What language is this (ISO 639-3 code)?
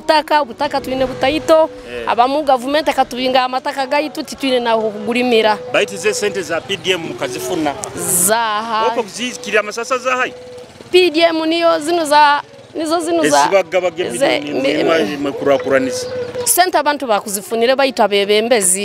nyo